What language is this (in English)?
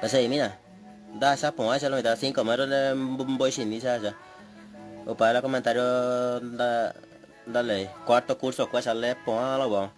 Guarani